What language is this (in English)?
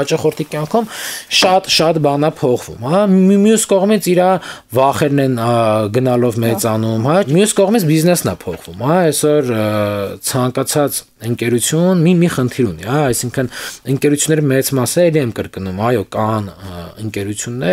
Armenian